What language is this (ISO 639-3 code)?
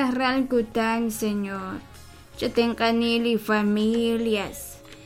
kek